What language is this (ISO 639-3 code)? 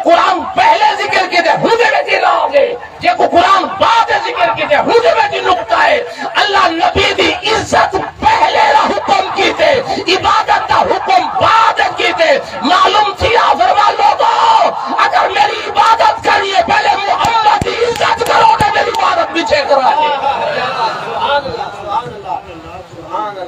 skr